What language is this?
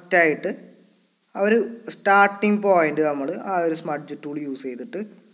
Malayalam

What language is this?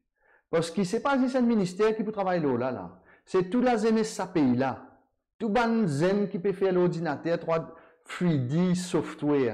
Morisyen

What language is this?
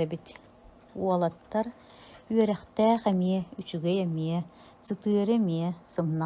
Yakut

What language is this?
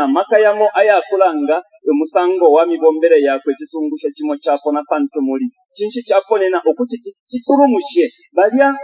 Bemba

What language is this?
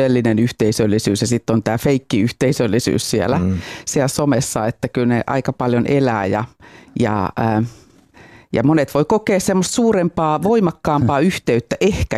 Finnish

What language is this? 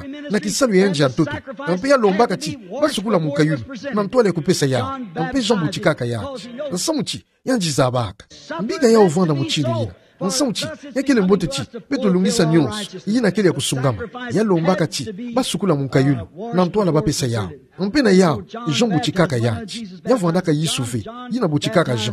Kituba (Democratic Republic of Congo)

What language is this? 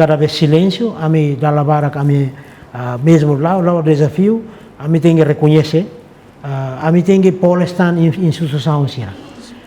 Tetum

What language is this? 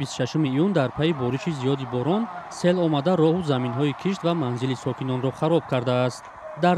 Tajik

